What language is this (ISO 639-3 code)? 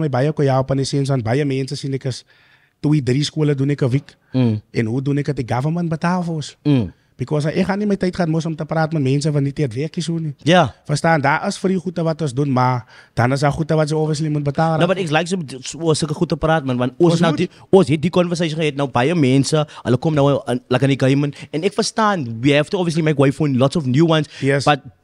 afr